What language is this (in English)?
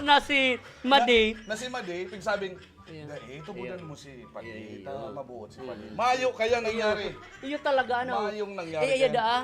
Bikol